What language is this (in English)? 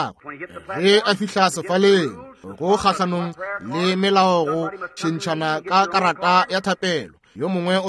Northern Sotho